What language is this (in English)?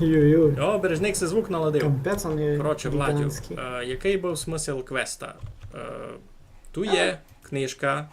Rusyn